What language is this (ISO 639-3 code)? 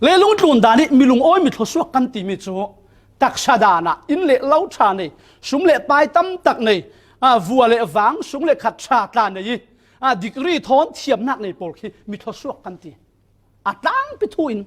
cfm